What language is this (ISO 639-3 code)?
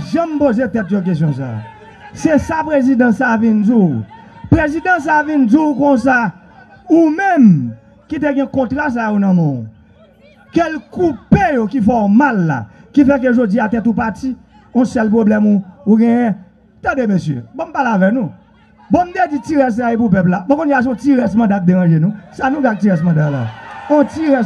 hat